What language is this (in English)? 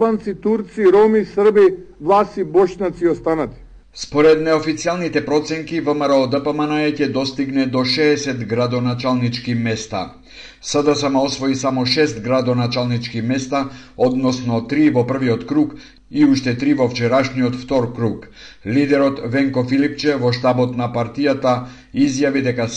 Macedonian